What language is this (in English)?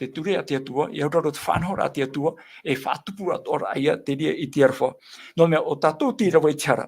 Tahitian